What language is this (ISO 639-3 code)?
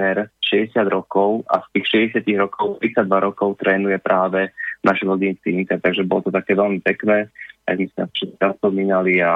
slk